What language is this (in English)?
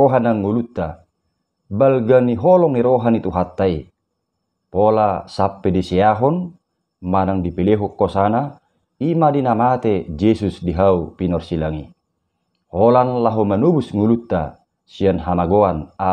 Batak Toba